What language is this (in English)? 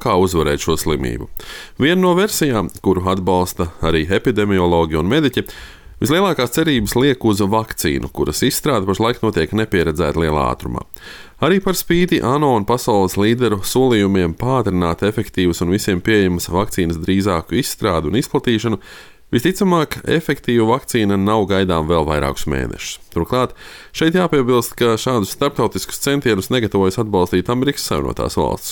Latvian